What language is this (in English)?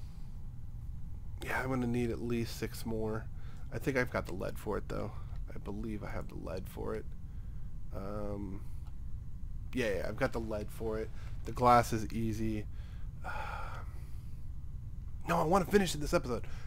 English